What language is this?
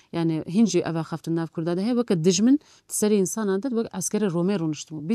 Kurdish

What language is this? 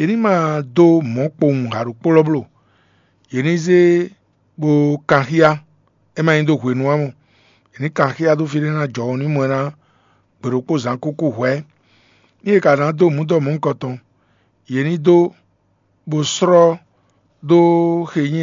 Fon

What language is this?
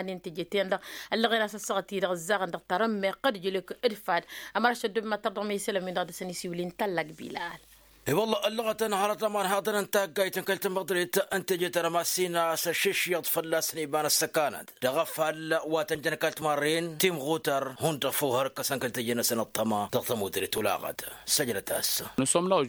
Tamasheq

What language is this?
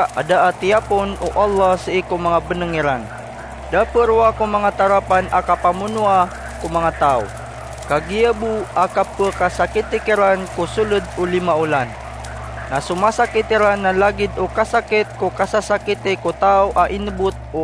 Maranao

